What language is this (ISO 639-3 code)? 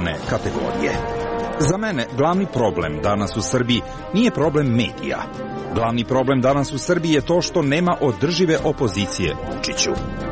srp